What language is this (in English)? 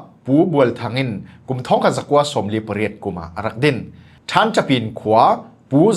Falam Chin